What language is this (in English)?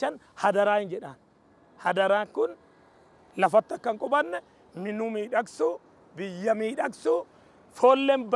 Oromo